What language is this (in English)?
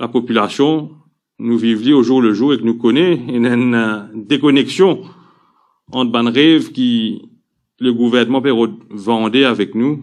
Morisyen